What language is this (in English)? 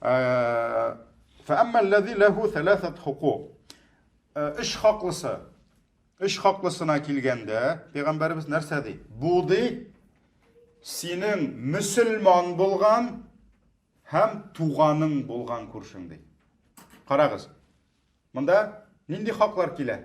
Tatar